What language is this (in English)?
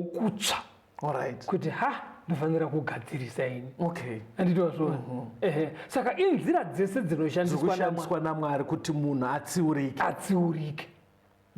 Shona